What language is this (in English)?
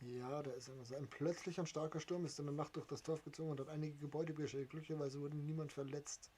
Bavarian